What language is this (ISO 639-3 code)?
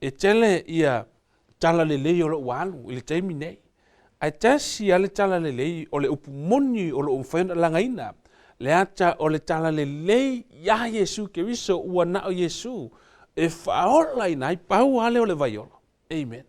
smo